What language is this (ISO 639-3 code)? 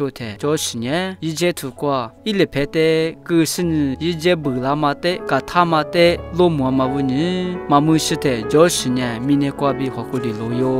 lis